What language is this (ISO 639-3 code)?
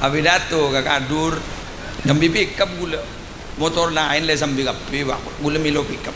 mad